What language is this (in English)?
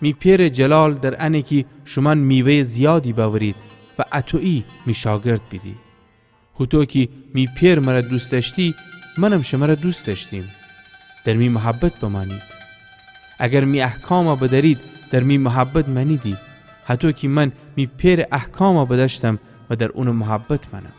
Gilaki